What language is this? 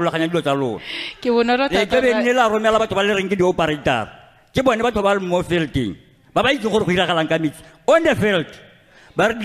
Tswana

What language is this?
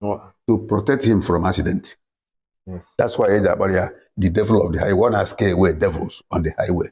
Igbo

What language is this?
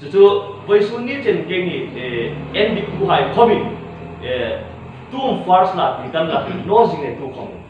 Hmar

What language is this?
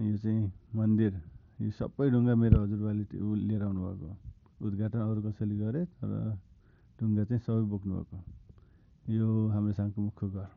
Nepali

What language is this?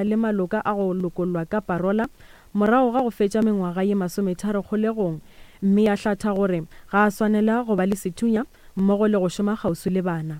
Northern Sotho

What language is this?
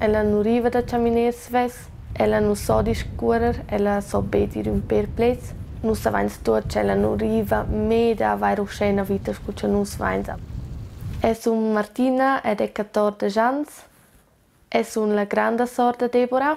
Romansh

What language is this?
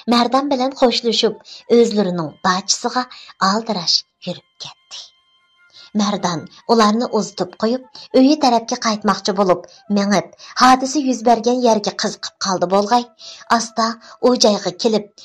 Uyghur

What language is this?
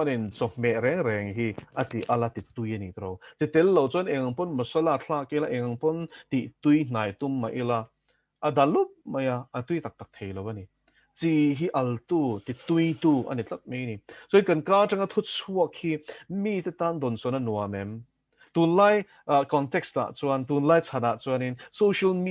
Mizo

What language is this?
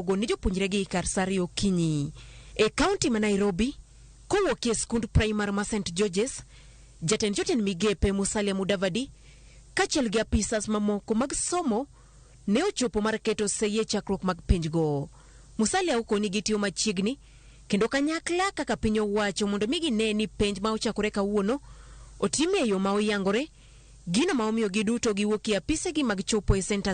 Luo (Kenya and Tanzania)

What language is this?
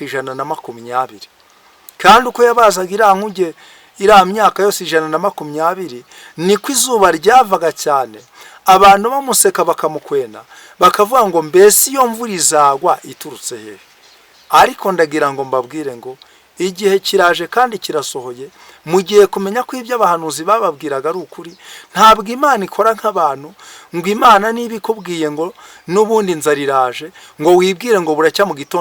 Kinyarwanda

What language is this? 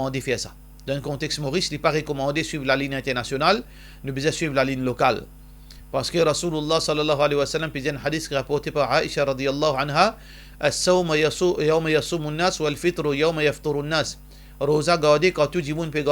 Morisyen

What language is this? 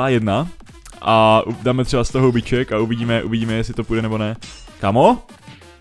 Czech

